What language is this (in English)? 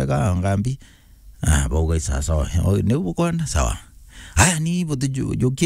Meru